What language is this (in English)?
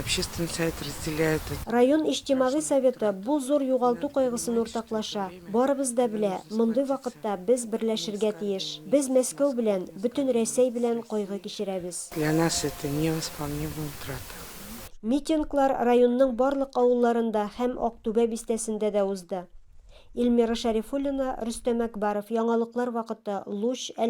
Tatar